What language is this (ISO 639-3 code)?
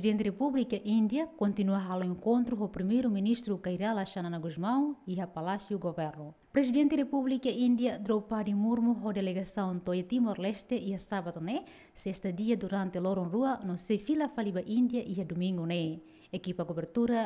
tet